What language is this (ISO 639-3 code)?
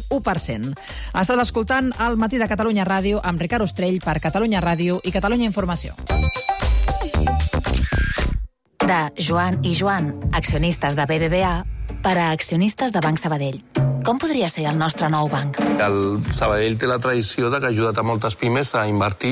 cat